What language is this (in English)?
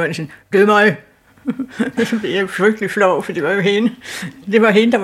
Danish